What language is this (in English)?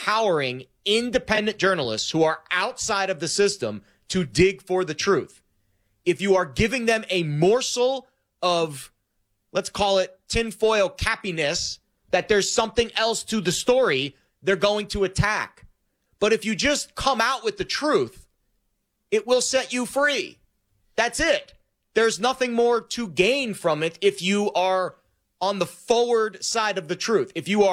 English